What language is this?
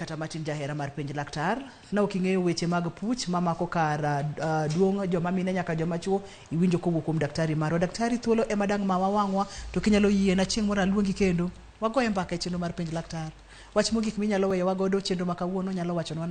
Luo (Kenya and Tanzania)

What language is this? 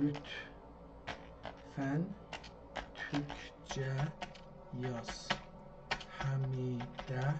South Azerbaijani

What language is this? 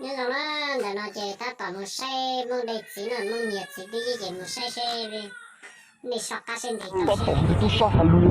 Hmong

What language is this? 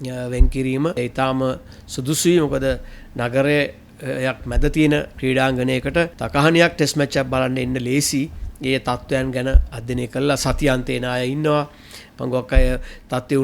Sinhala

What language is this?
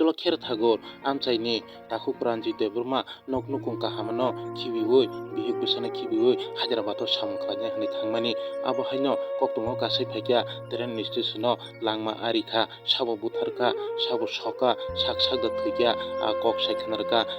Kok Borok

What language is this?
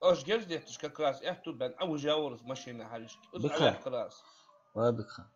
Ingush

